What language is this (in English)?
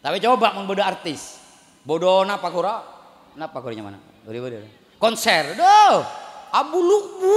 Madurese